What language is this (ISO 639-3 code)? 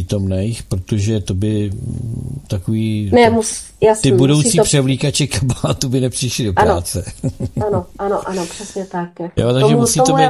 ces